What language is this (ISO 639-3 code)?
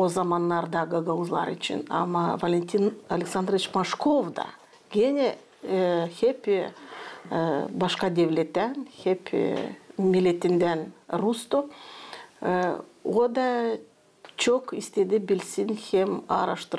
gag